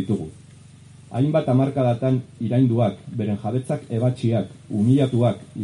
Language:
Basque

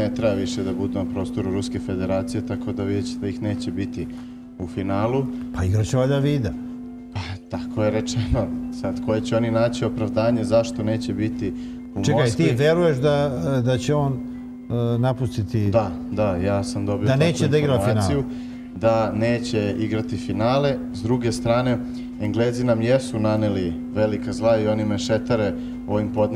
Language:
Serbian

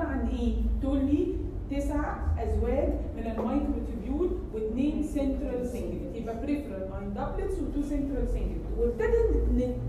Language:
Egyptian Arabic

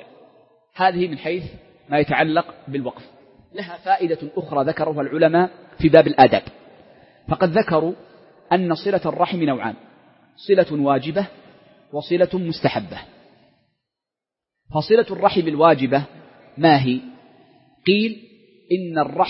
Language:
Arabic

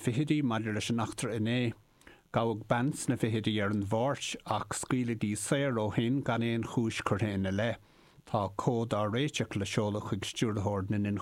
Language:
Irish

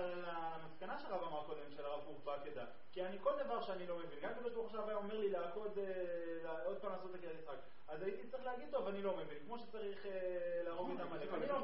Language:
Hebrew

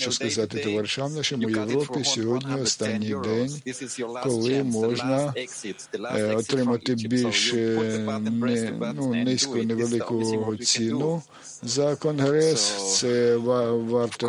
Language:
Ukrainian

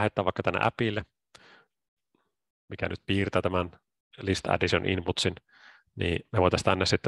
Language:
Finnish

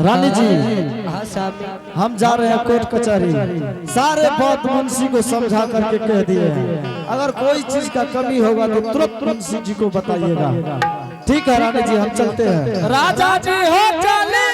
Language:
Angika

